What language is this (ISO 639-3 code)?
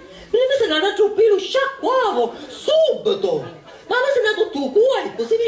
scn